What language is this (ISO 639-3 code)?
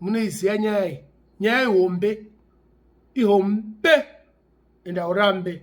sna